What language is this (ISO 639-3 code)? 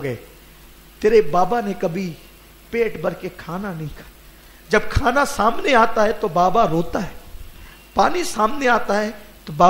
urd